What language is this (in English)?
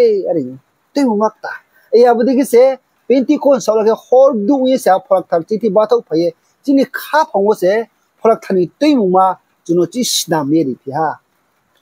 Riang (India)